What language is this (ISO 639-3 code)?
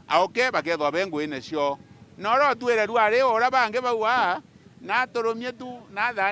mer